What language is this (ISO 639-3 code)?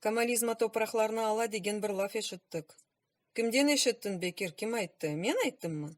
crh